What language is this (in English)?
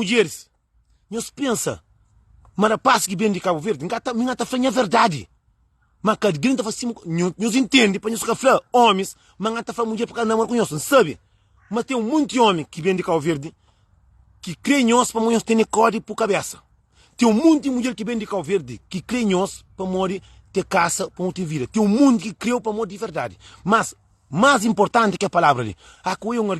Kabuverdianu